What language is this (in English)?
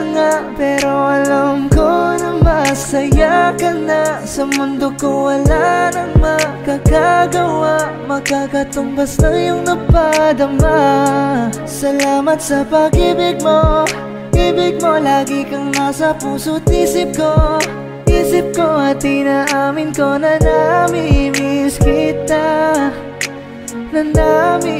Filipino